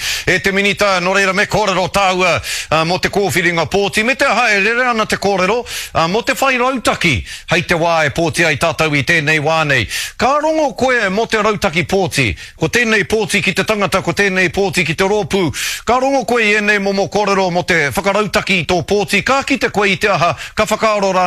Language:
Māori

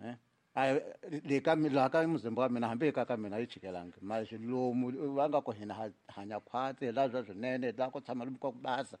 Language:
Tsonga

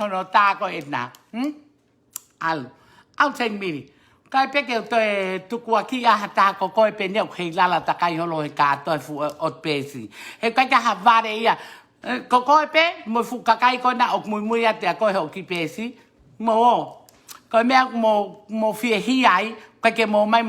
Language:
Tongan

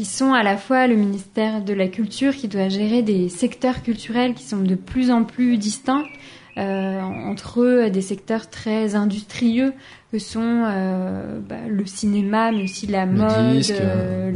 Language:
French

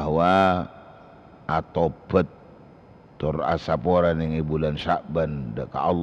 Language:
Madurese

